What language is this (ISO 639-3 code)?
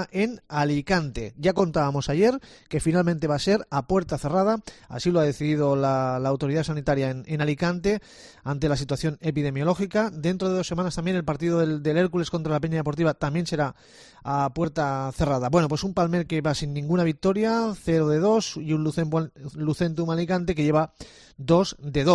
spa